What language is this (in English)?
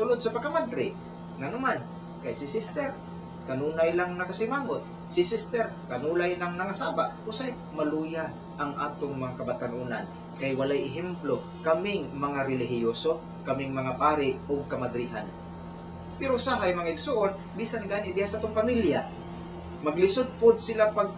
Cebuano